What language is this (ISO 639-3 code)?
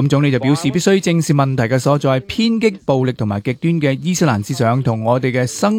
yue